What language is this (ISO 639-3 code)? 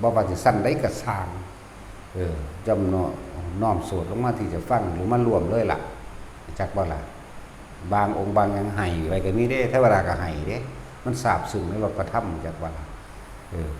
tts